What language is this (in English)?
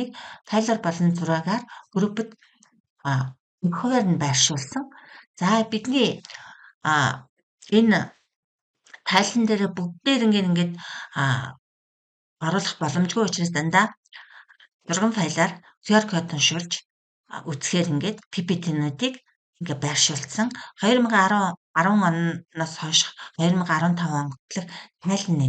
Mongolian